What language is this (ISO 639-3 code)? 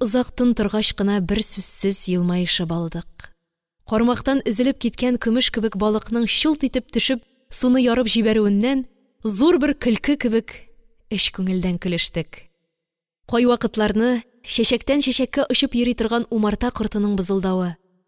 tat